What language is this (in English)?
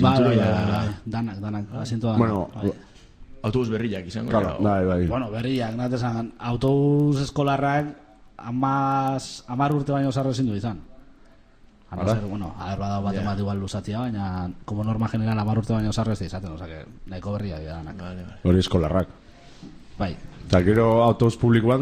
Basque